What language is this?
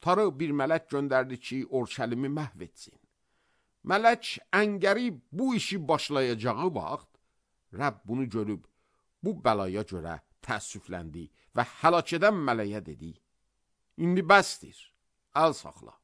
Azerbaijani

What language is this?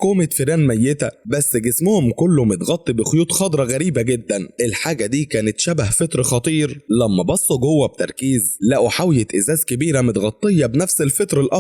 Egyptian Arabic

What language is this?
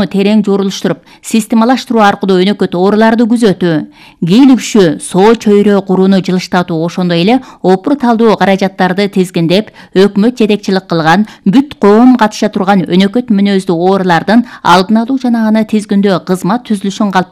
Kyrgyz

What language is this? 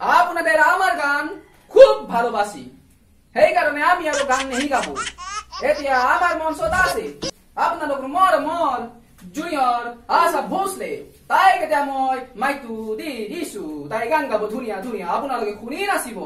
Assamese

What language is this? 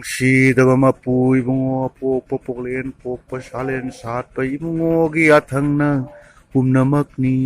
Manipuri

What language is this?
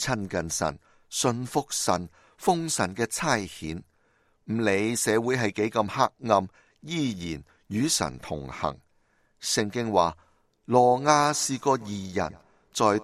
Cantonese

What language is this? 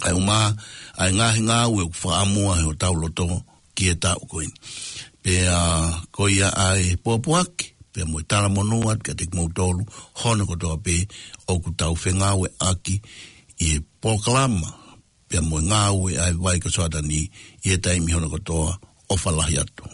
Tongan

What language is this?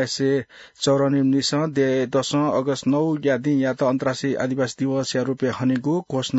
Newari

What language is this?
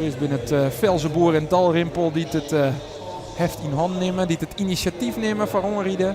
Western Frisian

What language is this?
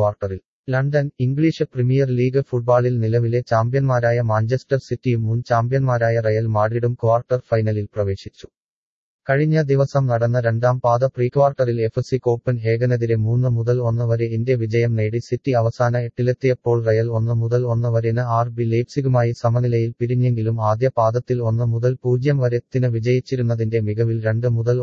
Malayalam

